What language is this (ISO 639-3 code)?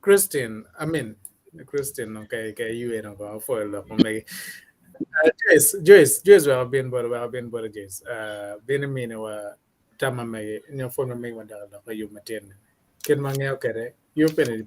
ach